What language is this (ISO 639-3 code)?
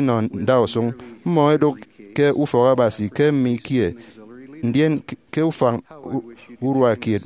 efi